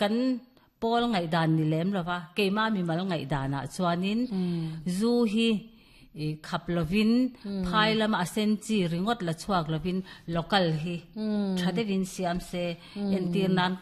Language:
Mizo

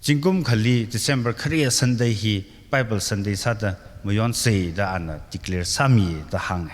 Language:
Tangkhul Naga (India)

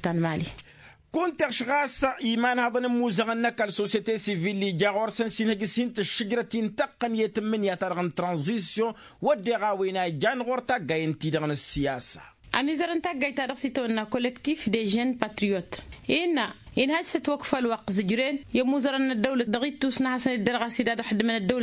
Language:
Tamasheq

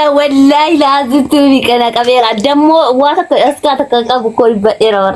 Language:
Oromo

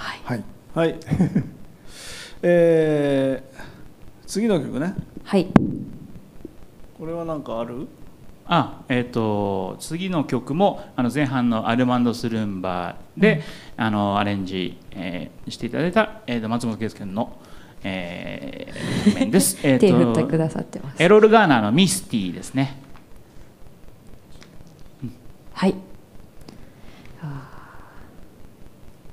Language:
Japanese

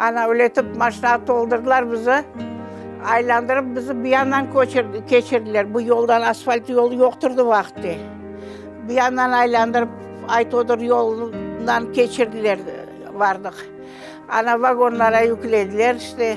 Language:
Crimean Tatar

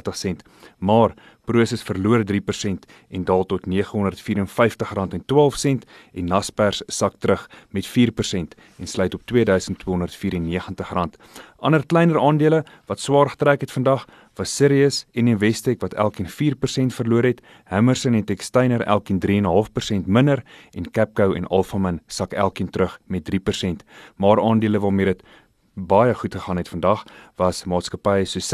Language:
Afrikaans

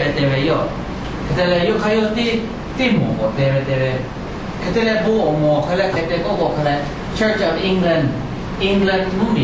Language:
Lahu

